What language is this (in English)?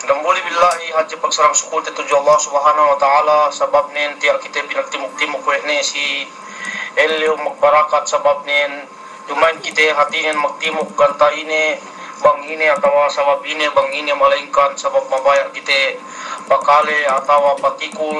Yakan